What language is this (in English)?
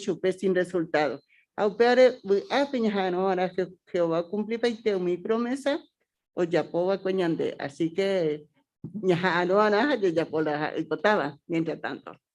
Guarani